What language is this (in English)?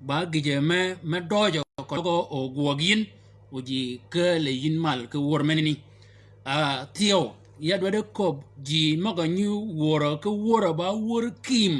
Shilluk